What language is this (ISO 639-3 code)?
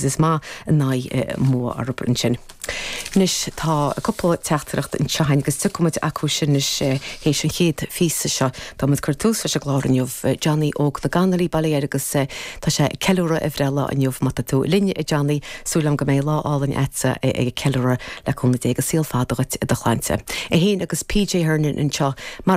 gle